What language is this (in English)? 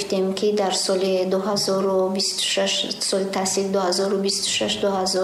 Tajik